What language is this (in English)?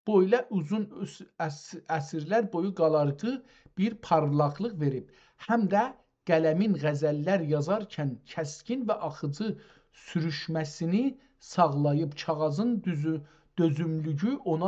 South Azerbaijani